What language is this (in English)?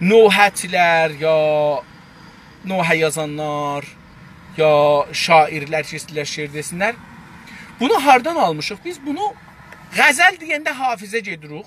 South Azerbaijani